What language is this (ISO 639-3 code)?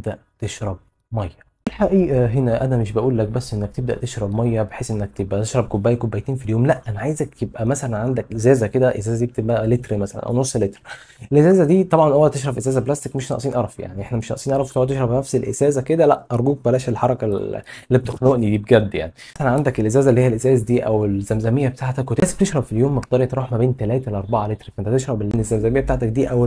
arz